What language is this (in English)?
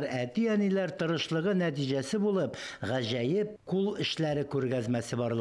Tatar